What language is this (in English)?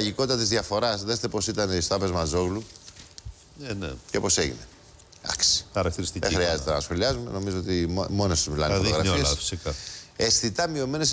Greek